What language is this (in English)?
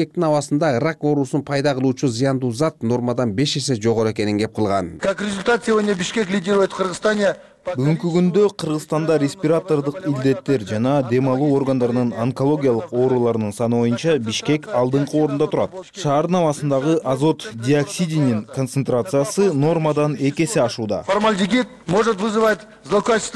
Kyrgyz